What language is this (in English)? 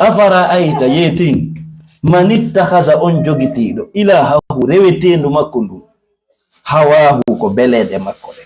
Fula